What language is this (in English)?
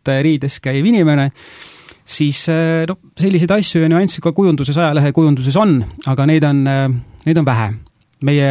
Estonian